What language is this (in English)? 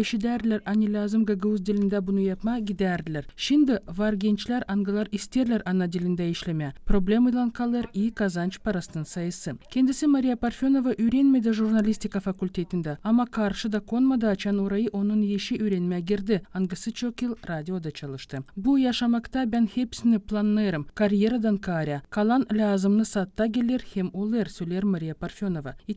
Gagauz